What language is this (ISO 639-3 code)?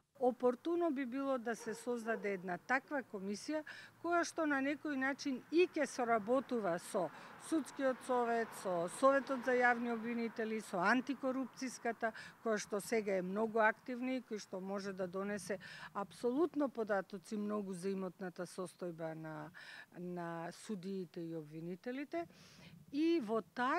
mkd